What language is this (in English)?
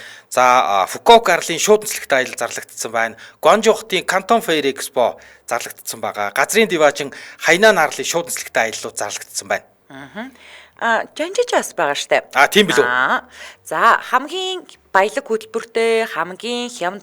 Mongolian